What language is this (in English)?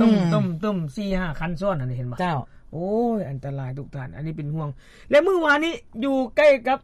Lao